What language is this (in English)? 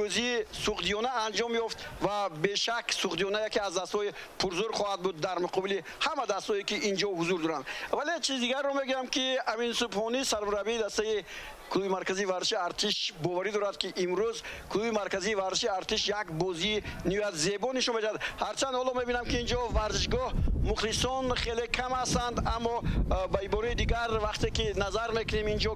Tajik